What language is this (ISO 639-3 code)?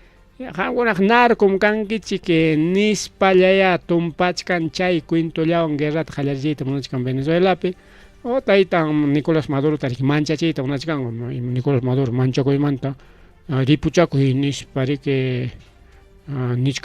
quy